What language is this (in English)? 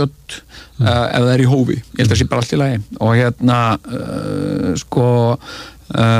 Icelandic